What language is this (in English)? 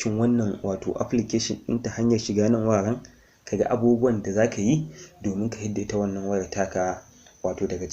Hausa